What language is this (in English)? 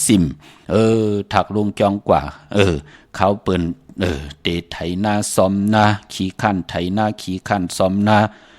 Shan